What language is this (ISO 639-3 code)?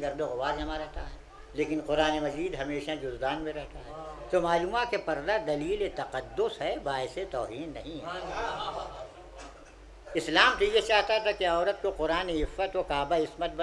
urd